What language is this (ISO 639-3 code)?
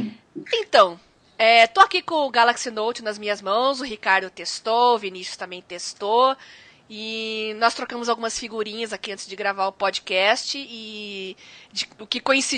por